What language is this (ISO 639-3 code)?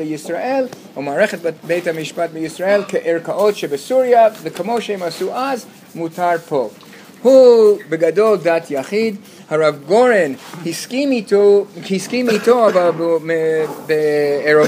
heb